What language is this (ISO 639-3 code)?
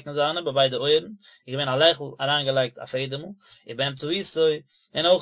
yid